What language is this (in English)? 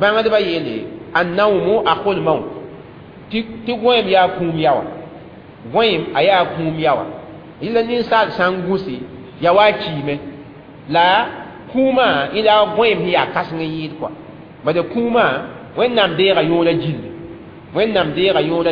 Mossi